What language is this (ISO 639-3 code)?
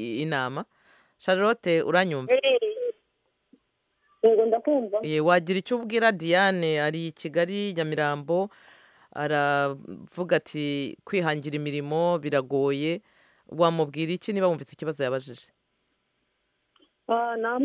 kin